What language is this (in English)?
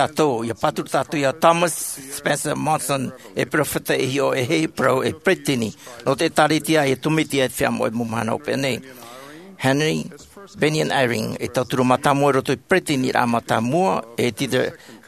Tahitian